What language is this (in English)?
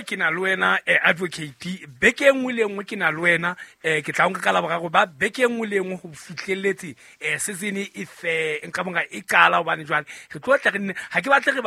Southern Sotho